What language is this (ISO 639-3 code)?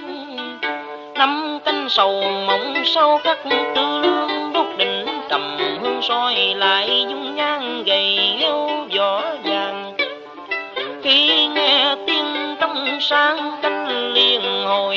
vie